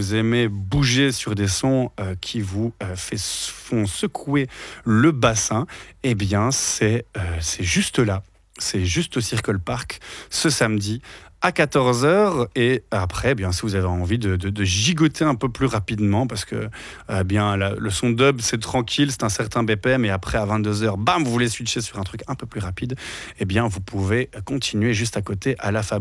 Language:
French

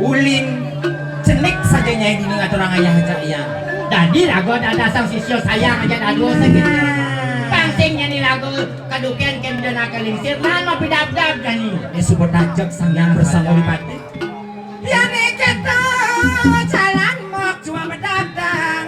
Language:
Balinese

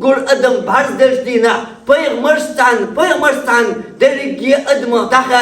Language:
Chechen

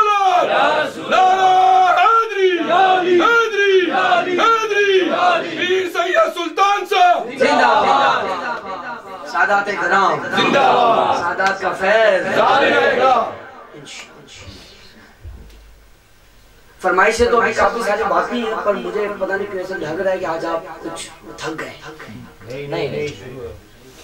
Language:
Urdu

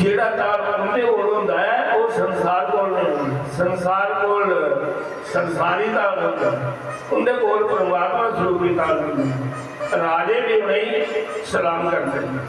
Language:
Dogri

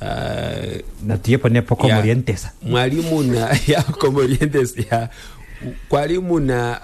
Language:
Kuanyama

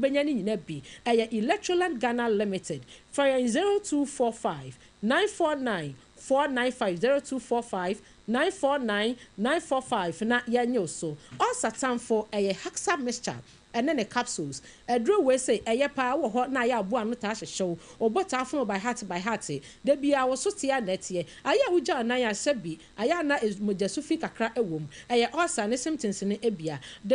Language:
Akan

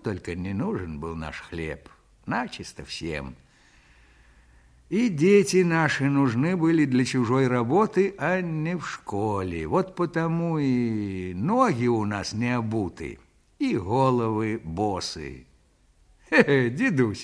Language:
Russian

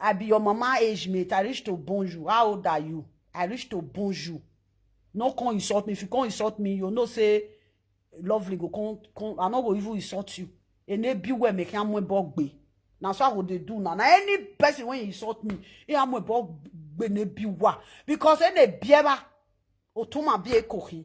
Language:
Nigerian Pidgin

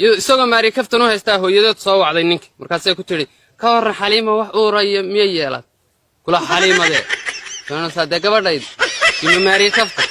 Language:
Somali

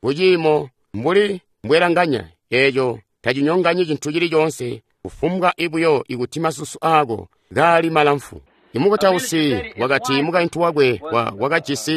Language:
Tonga (Zambia)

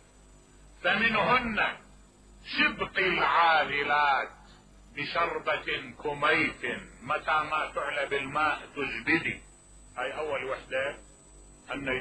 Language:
Mesopotamian Arabic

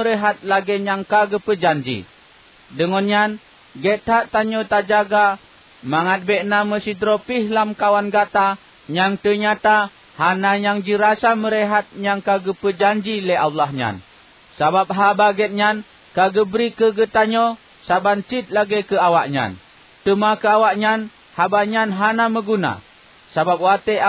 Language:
Achinese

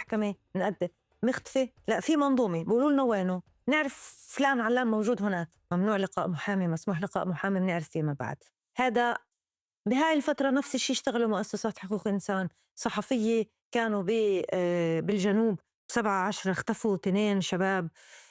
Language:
North Levantine Arabic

